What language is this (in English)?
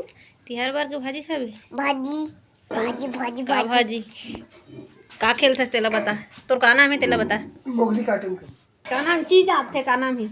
Chhattisgarhi